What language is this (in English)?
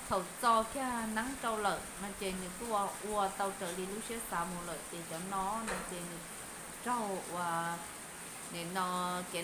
Hmong